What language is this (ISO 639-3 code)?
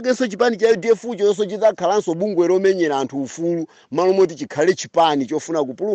nya